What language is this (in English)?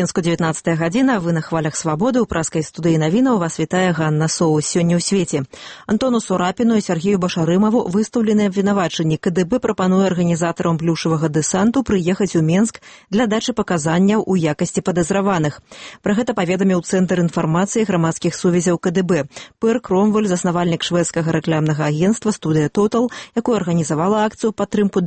Belarusian